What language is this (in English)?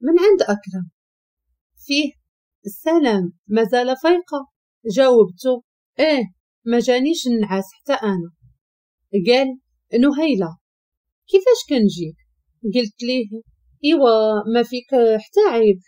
Moroccan Arabic